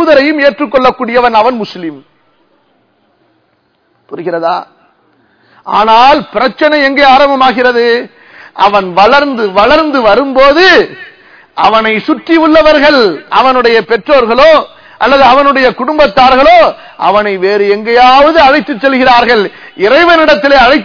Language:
Tamil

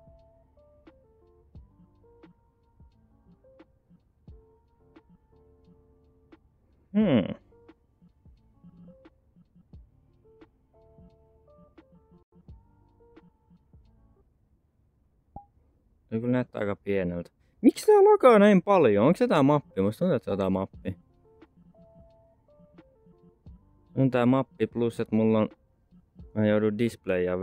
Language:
Finnish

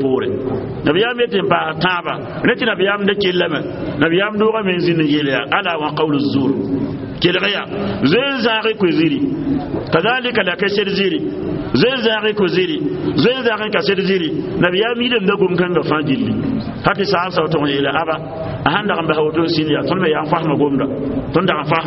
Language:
Mossi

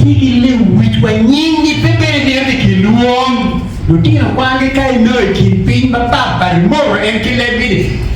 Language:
Acoli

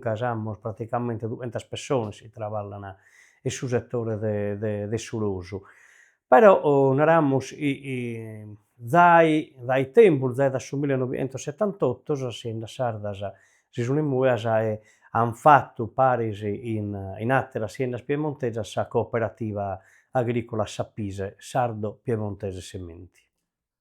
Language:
Sardinian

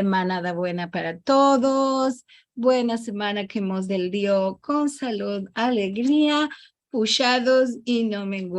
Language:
Ladino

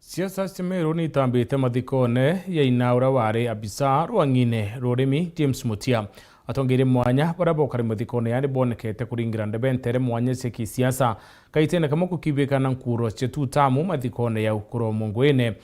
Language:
Meru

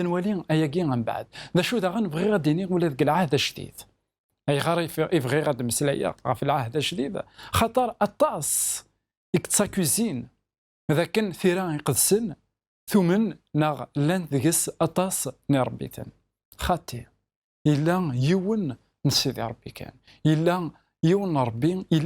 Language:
Kabyle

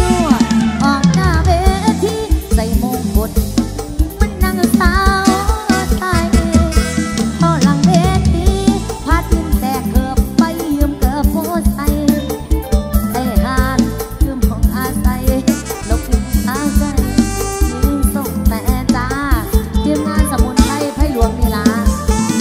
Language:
Northeastern Thai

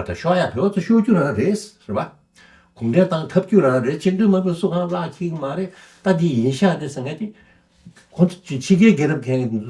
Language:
Tibetan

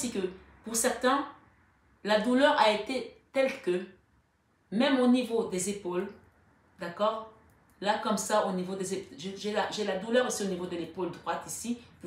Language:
French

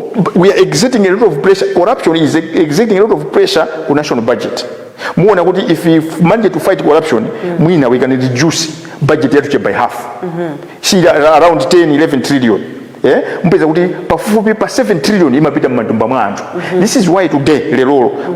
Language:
Nyanja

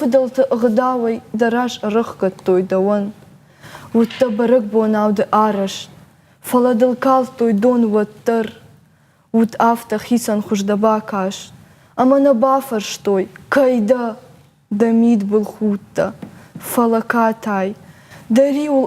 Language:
Ossetic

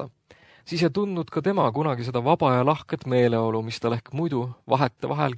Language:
Estonian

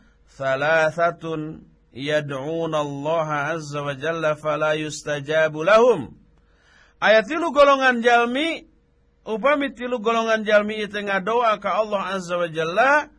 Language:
Sundanese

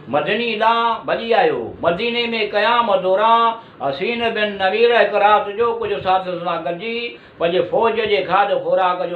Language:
Sindhi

